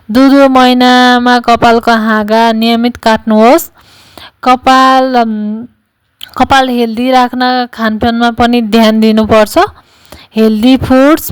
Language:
Nepali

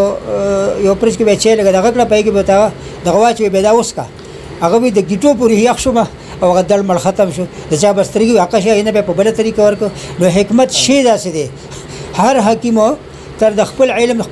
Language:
Pashto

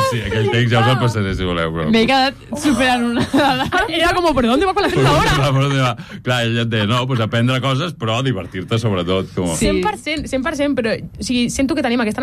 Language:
Catalan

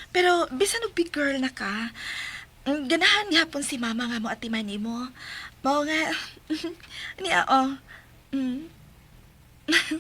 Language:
Cebuano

